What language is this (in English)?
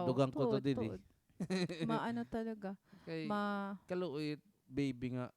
Waray